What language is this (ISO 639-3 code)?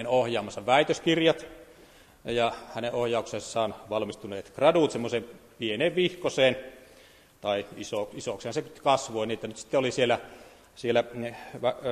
fin